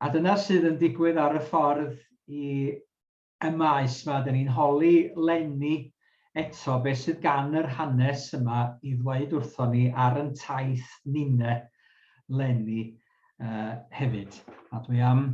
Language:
Welsh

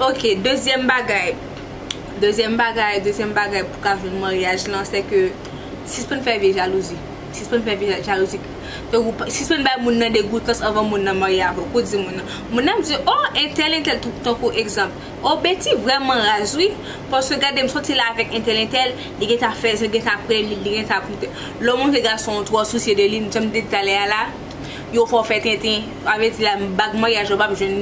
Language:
Haitian Creole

